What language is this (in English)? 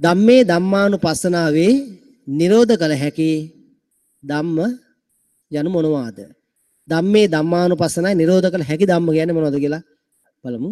Sinhala